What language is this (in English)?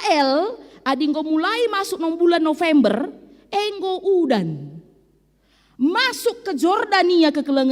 Batak Karo